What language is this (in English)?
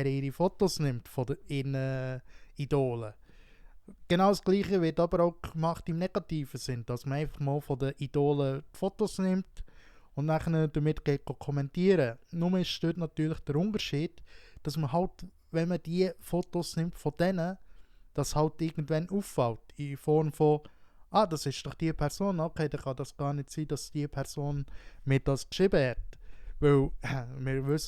Swiss German